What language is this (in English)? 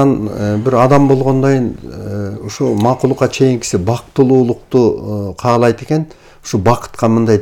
Kyrgyz